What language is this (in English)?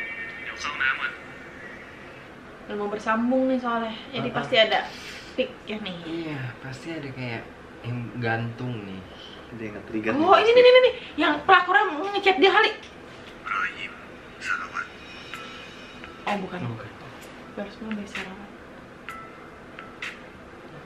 Indonesian